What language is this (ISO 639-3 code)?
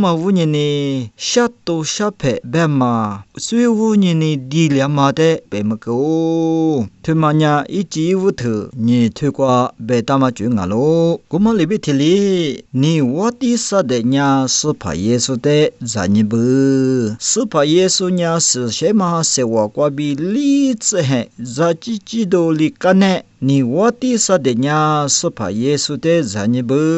lis